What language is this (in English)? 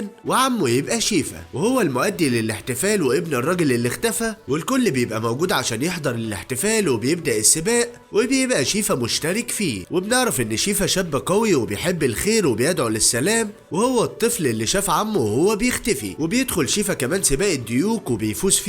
Egyptian Arabic